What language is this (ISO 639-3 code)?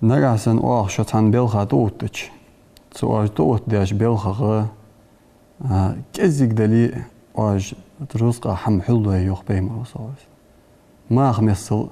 inh